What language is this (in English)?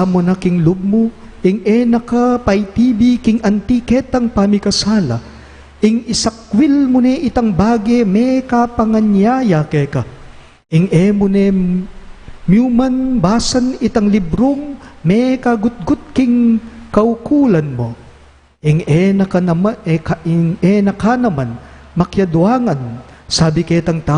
Pampanga